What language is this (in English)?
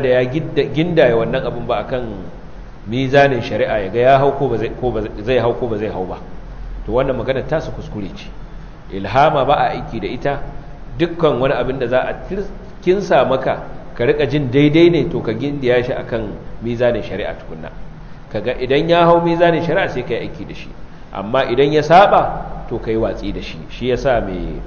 Hausa